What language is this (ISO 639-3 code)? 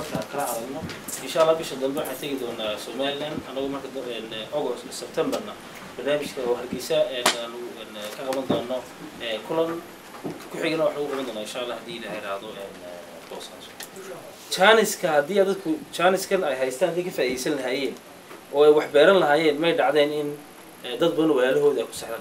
som